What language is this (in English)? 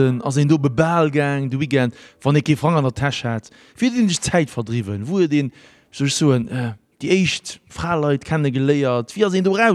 Luxembourgish